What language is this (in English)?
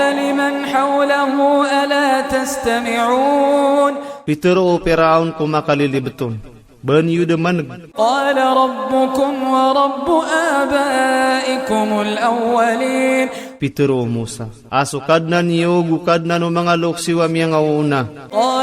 Iranun (Philippines)